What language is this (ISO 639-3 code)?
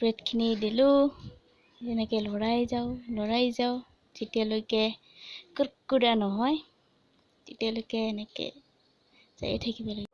asm